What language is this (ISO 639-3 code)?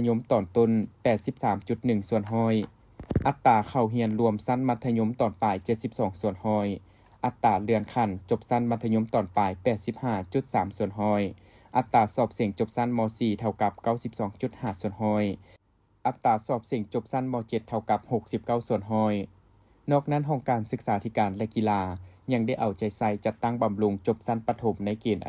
lao